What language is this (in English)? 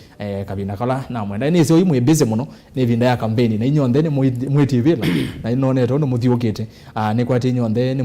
Kamba